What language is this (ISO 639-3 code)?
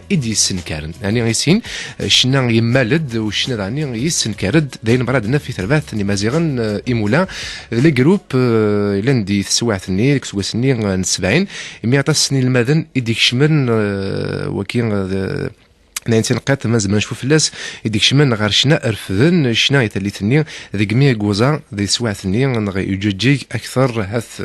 kab